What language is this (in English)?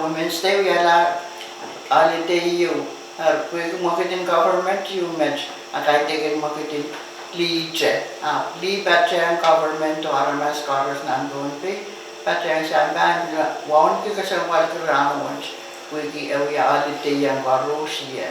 Pohnpeian